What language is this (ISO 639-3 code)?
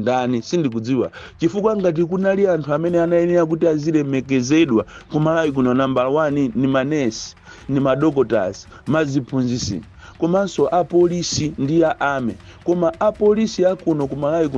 nya